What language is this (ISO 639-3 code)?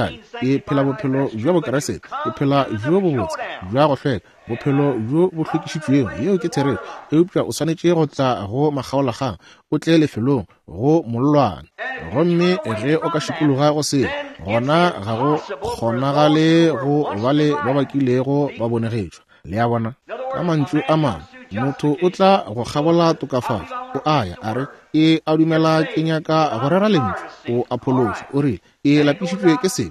nso